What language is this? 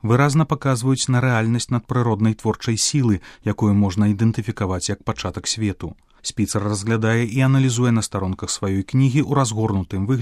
Belarusian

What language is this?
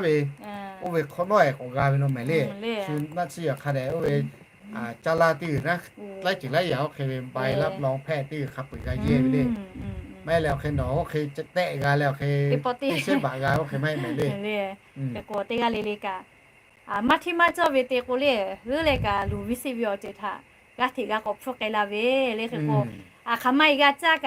Lahu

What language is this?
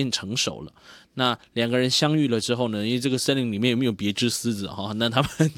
Chinese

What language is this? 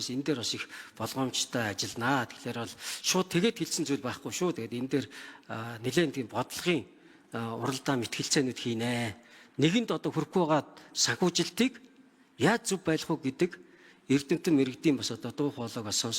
Mongolian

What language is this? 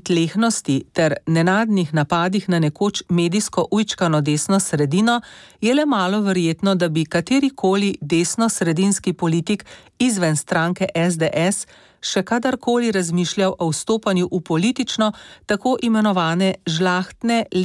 Slovenian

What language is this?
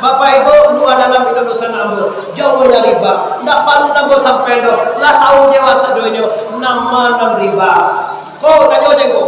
Minangkabau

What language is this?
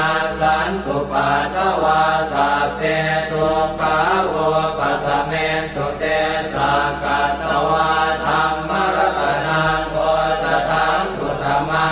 Pali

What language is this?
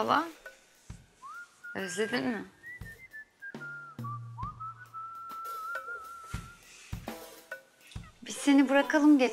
Turkish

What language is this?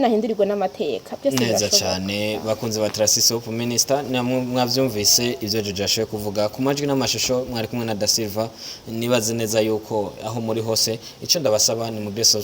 Rundi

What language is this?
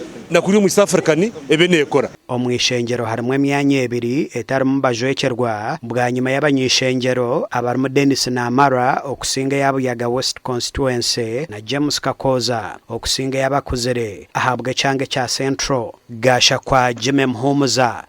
Nyankole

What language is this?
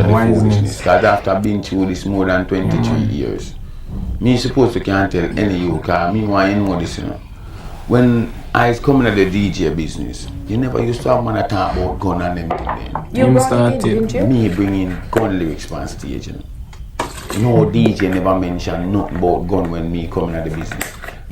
Jamaican Creole English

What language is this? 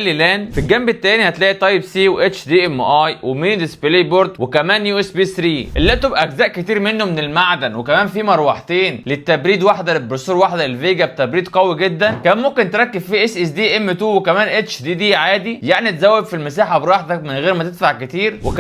Egyptian Arabic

